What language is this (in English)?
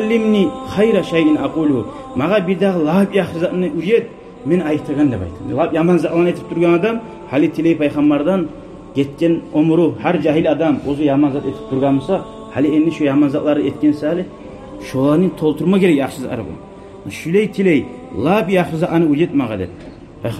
Kumyk